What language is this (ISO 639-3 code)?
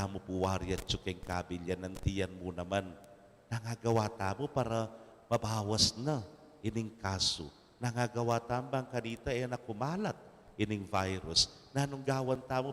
pam